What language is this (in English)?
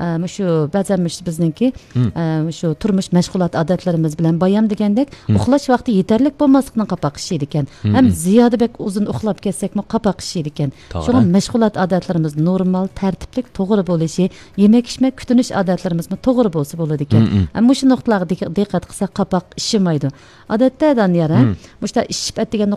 Uyghur